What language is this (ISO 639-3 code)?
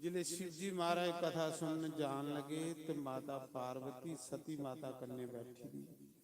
doi